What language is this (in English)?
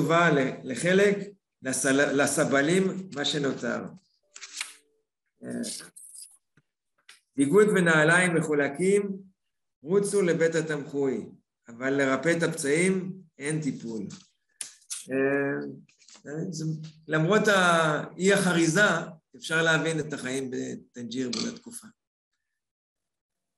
Hebrew